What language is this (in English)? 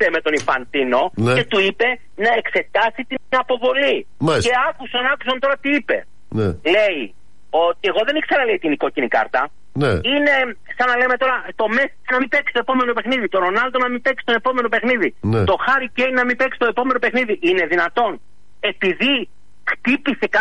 Greek